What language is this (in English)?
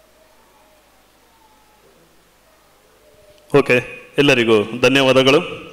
Kannada